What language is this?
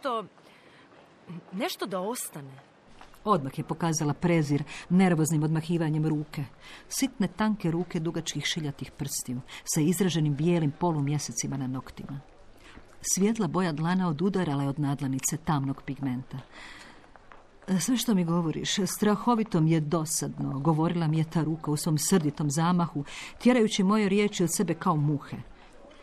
Croatian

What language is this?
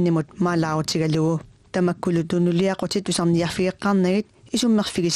Kalaallisut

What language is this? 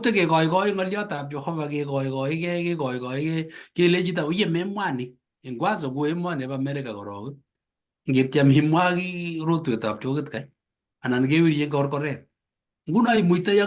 Kalenjin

